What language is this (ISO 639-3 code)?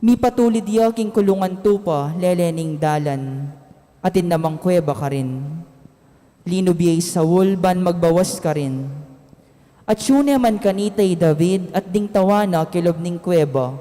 pam